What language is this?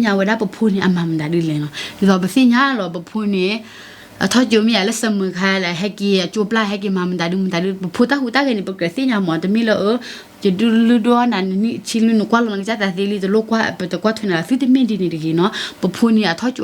S'gaw Karen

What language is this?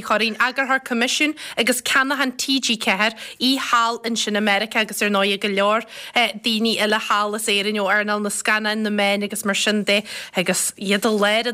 Irish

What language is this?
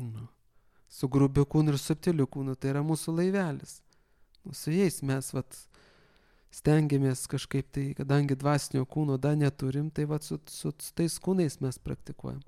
Lithuanian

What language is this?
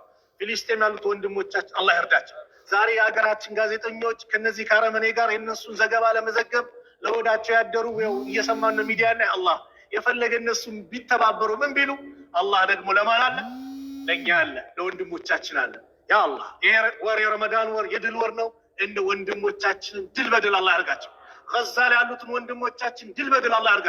Amharic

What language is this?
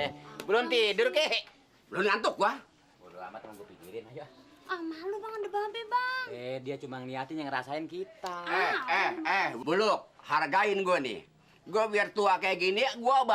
Betawi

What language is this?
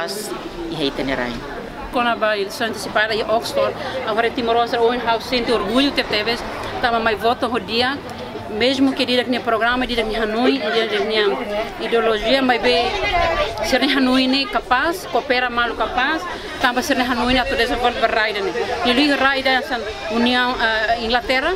Tetum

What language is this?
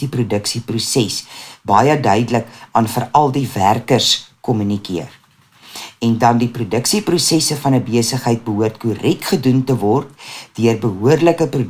Afrikaans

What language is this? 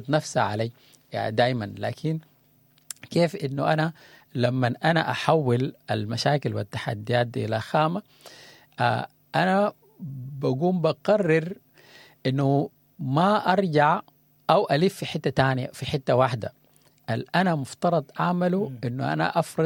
Sudanese Arabic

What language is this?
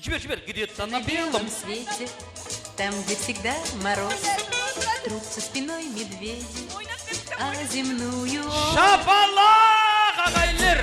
Kara-Kalpak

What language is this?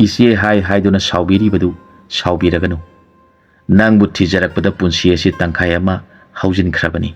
Manipuri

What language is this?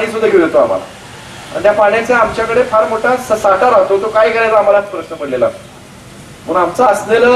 Marathi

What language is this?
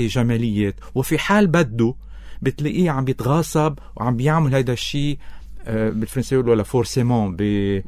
North Levantine Arabic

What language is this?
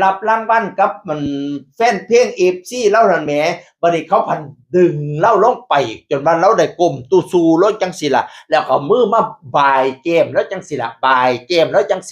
Northeastern Thai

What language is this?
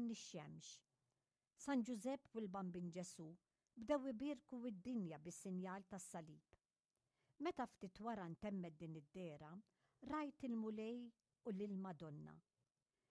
Maltese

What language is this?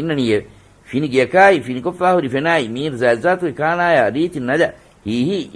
Divehi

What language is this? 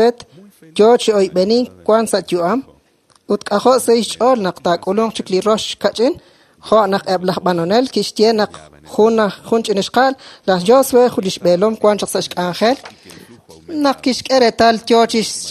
Kekchí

